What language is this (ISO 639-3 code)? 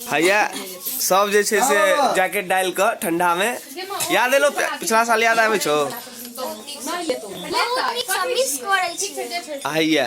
mai